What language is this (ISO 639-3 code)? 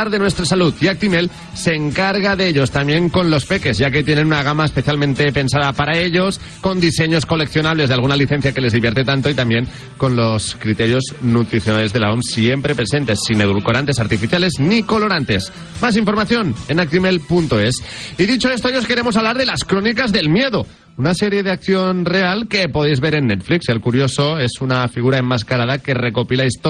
spa